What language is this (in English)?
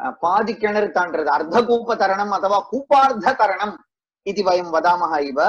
Sanskrit